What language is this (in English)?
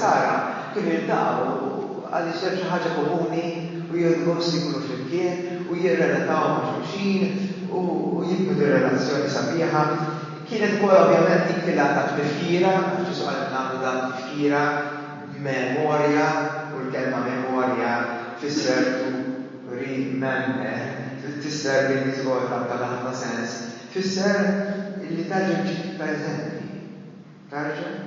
Maltese